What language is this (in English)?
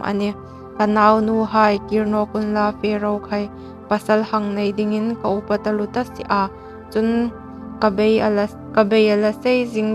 Hmar